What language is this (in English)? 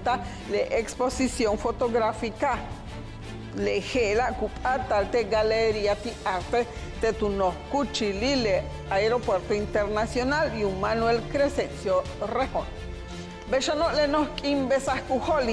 Yucateco